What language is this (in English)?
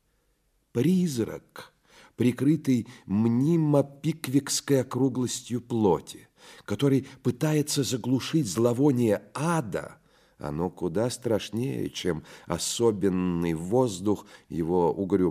Russian